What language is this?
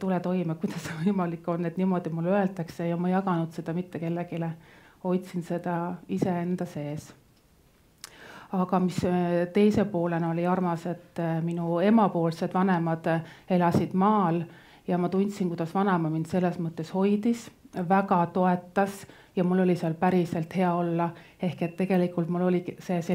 Estonian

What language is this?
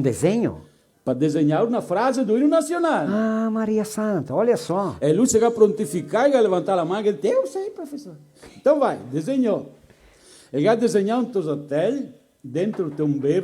Venetian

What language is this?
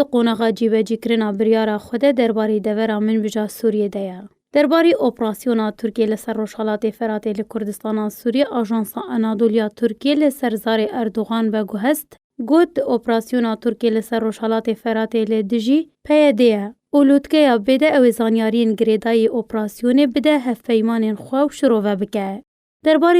Kurdish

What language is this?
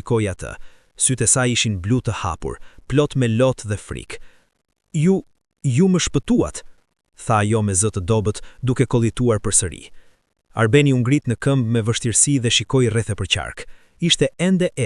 Albanian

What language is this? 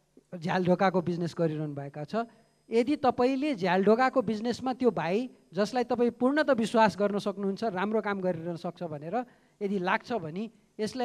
Nepali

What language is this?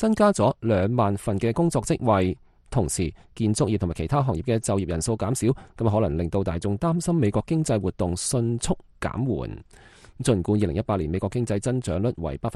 Cantonese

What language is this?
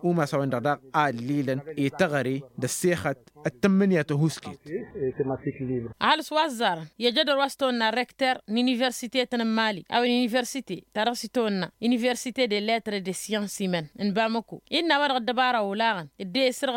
Tamasheq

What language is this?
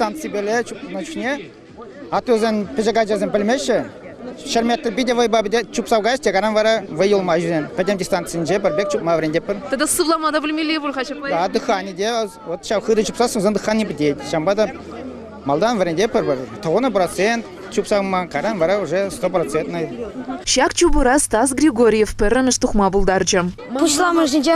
Chuvash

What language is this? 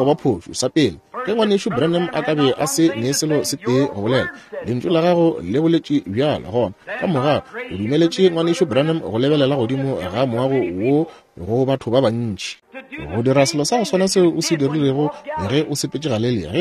Northern Sotho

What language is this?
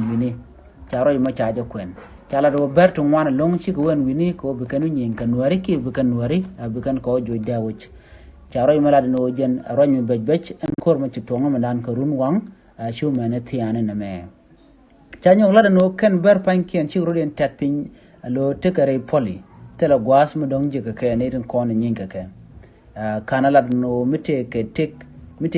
Nuer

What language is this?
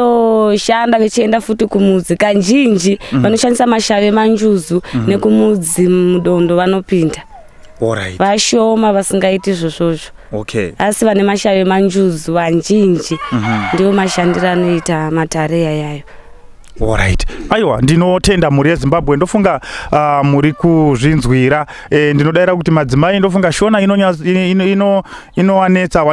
Shona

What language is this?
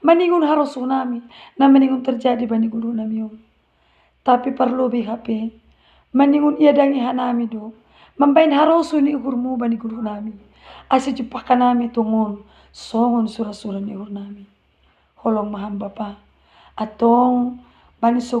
Batak Simalungun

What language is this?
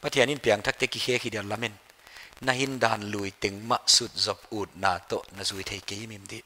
Paite Chin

